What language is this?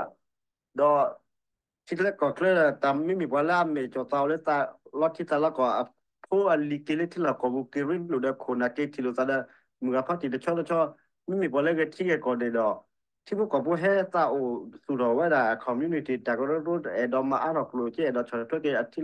S'gaw Karen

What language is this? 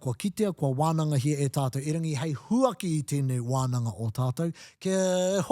Māori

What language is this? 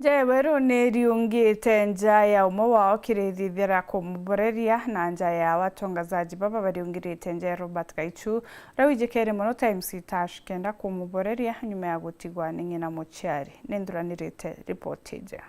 Meru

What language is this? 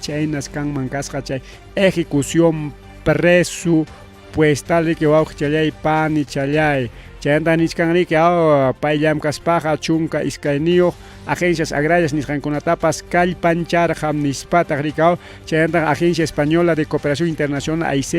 Ayacucho Quechua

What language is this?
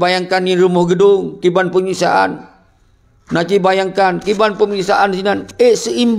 Achinese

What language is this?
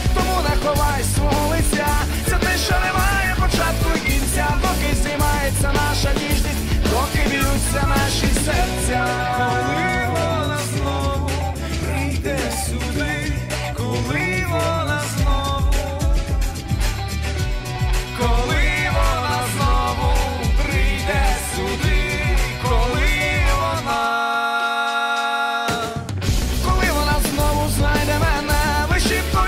Ukrainian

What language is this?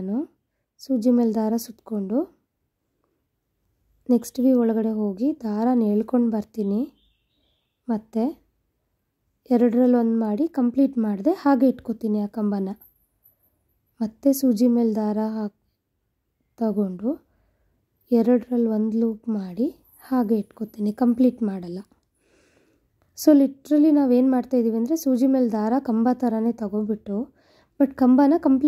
Kannada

